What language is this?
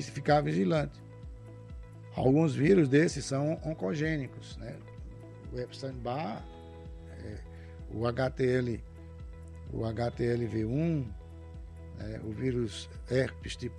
Portuguese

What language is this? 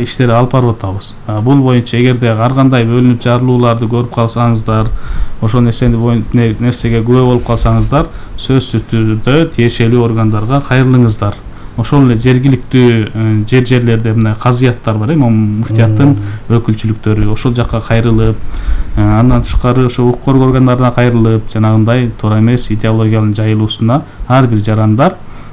Kyrgyz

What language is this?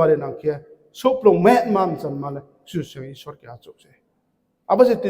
Riang (India)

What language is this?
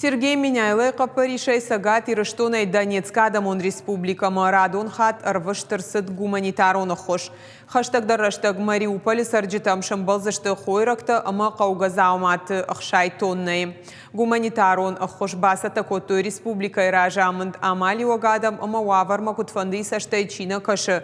Ossetic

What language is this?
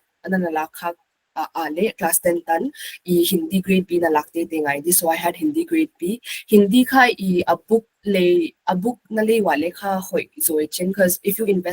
Paite Chin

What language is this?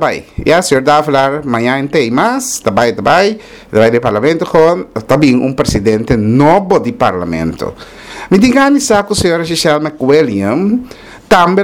Papiamento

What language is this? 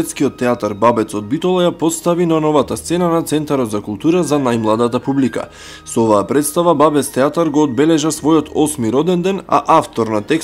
Macedonian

